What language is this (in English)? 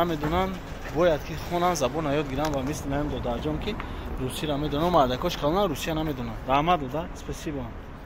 Tajik